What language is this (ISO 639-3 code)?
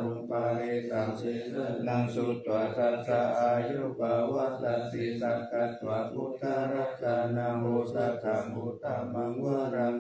pli